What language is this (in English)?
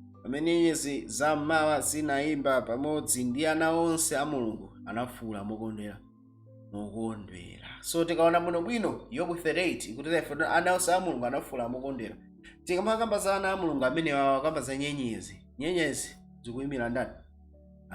Nyanja